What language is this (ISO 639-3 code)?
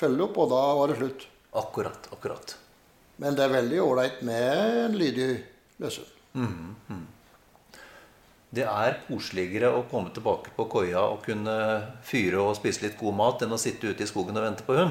nor